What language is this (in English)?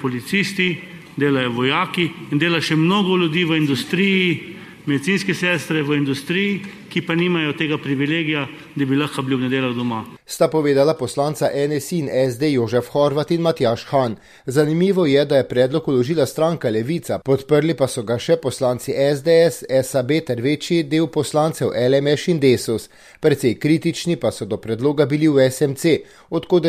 Slovenian